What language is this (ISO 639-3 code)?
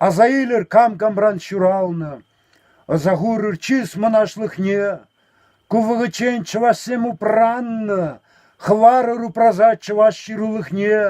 chv